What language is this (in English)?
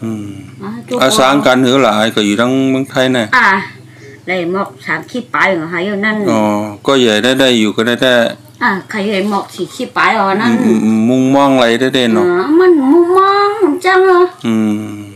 Shan